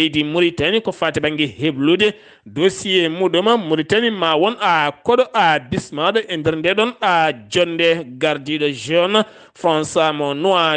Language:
Fula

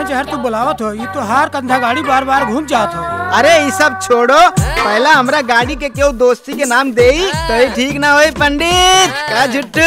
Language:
Bhojpuri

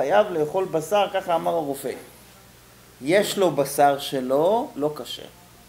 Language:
Hebrew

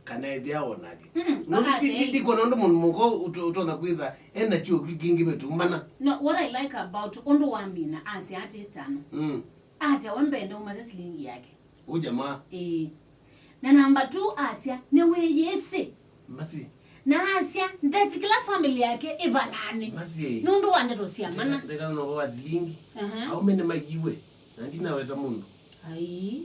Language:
Kamba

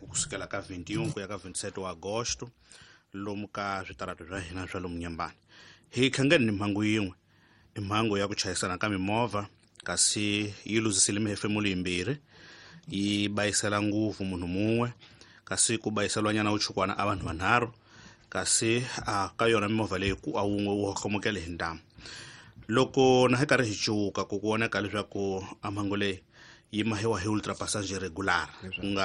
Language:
Tsonga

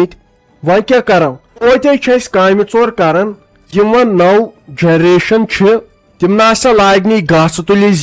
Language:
Kashmiri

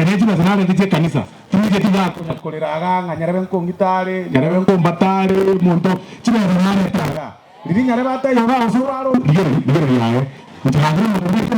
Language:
Gusii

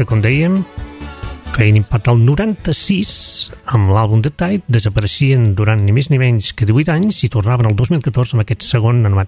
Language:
Catalan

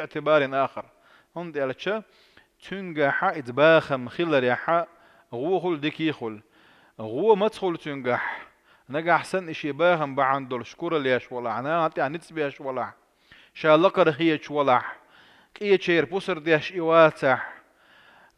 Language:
Chechen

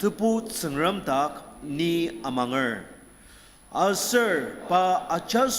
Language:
Ao Naga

